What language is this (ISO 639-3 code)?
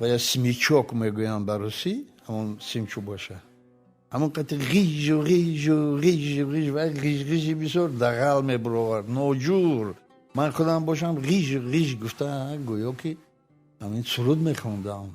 tgk